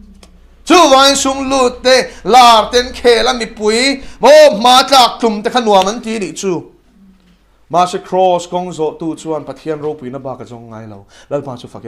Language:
Mizo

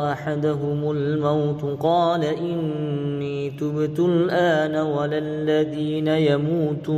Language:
Arabic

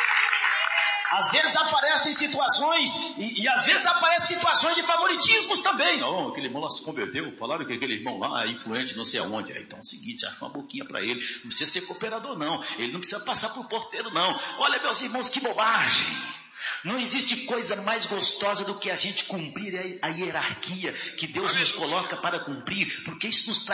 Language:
Portuguese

